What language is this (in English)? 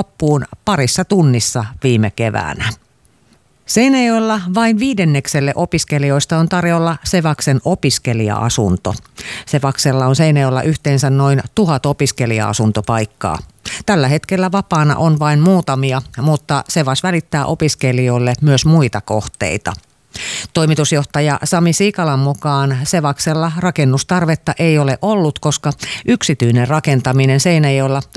Finnish